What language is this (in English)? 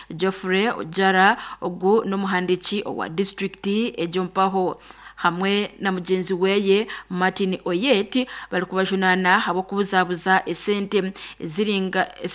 Nyankole